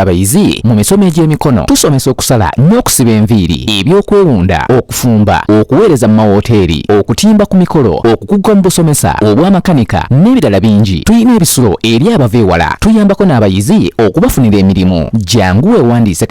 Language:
Ganda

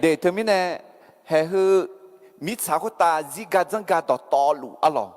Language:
Akha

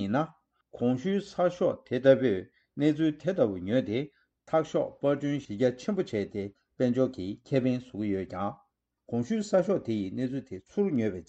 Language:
Tibetan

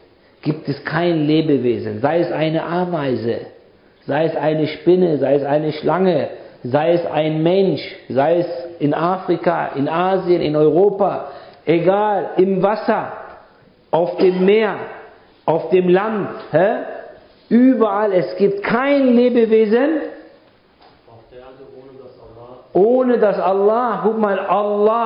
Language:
German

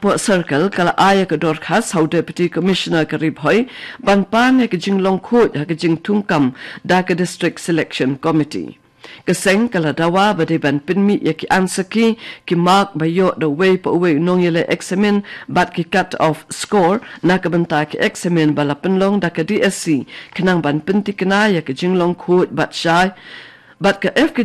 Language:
Khasi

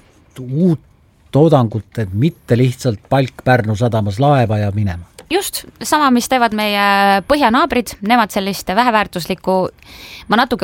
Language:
Estonian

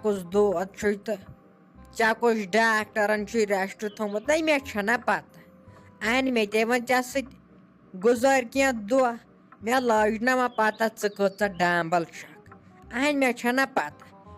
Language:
Kashmiri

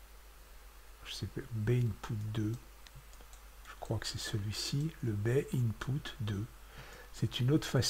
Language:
French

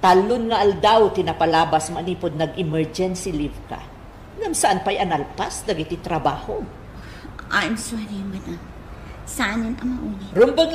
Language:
Iloko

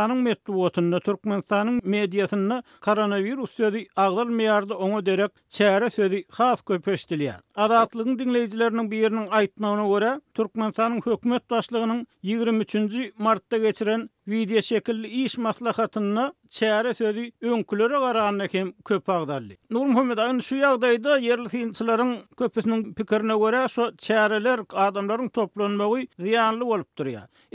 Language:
Turkmen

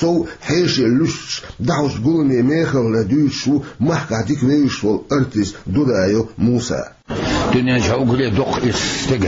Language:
Chechen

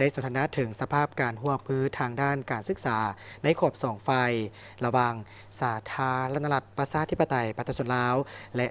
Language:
Lao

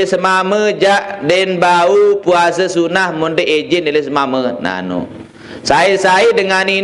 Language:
Sasak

